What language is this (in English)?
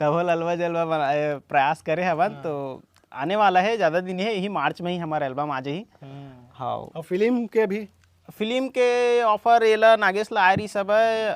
Chhattisgarhi